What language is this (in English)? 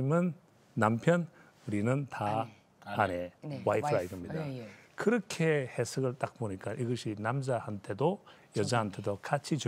Korean